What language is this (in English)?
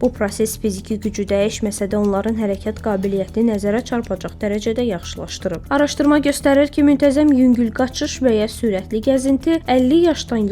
Azerbaijani